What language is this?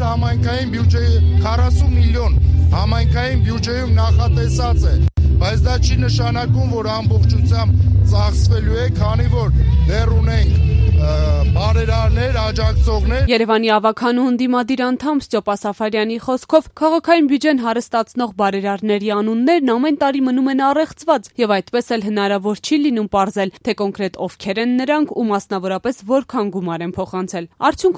Armenian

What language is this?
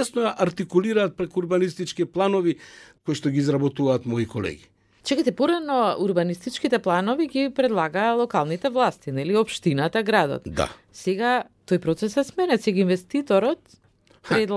Macedonian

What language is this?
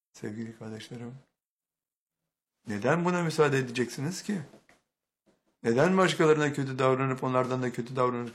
Turkish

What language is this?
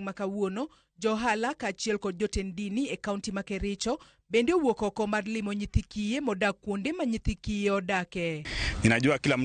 Luo (Kenya and Tanzania)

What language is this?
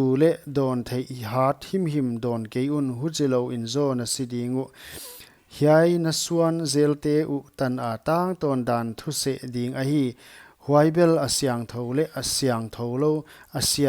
Paite Chin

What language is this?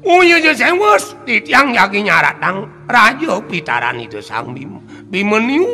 Balinese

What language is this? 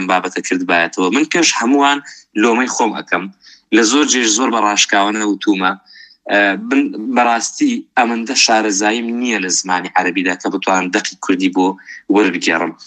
Central Kurdish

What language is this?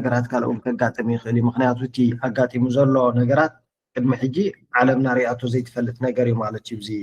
Tigrinya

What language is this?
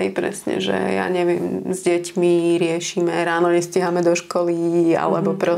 Slovak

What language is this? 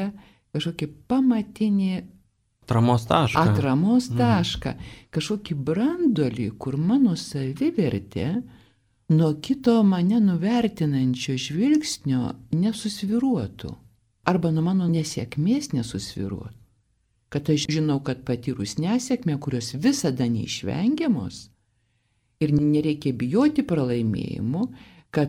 Lithuanian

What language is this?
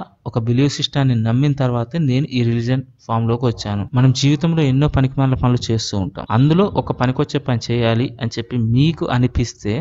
Telugu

